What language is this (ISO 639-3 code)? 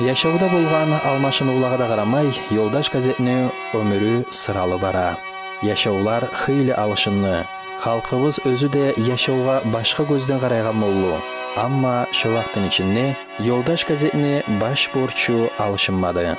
kum